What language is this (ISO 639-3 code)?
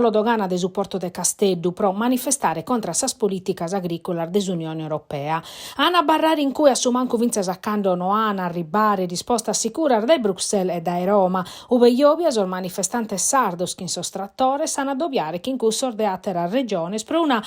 srd